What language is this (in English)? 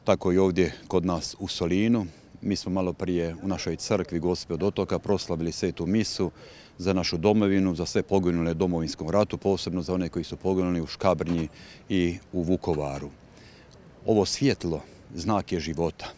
Croatian